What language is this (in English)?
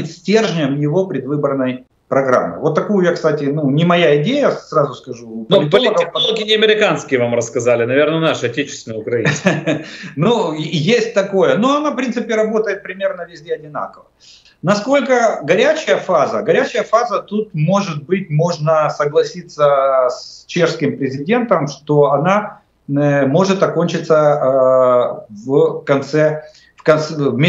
Russian